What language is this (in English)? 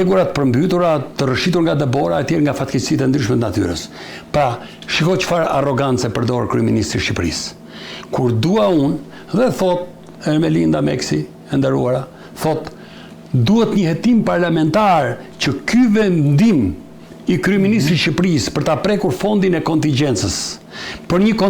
Albanian